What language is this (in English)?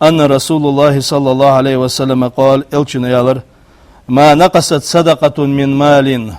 Ingush